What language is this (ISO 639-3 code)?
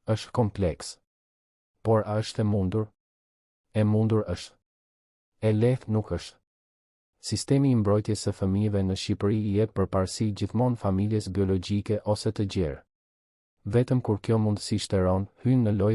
sqi